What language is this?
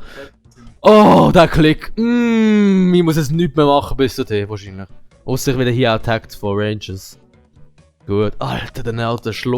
Swiss German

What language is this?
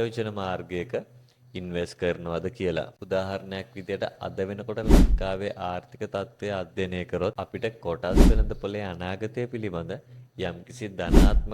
Sinhala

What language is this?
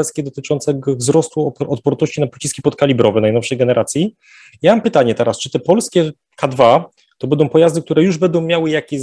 Polish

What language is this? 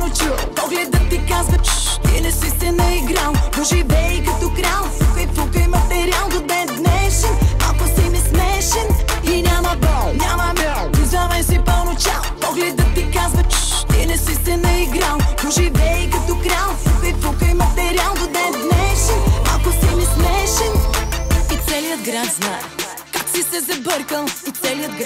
Bulgarian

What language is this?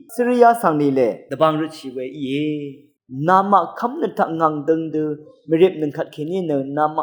Rawang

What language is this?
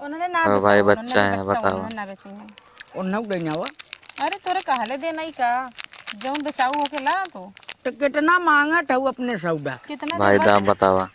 Awadhi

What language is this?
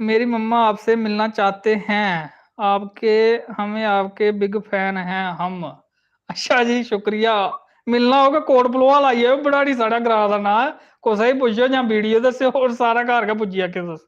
Dogri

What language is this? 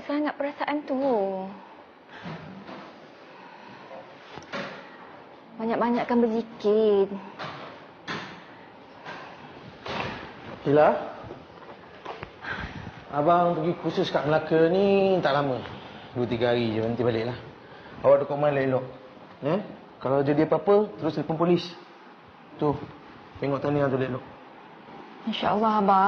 Malay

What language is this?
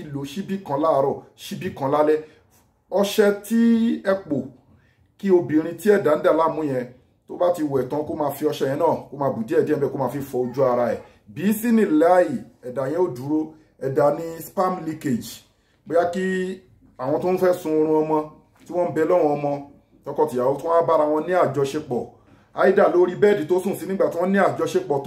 Yoruba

